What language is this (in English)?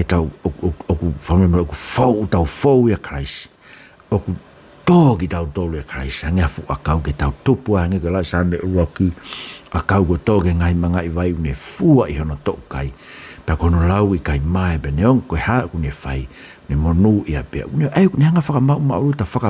Tongan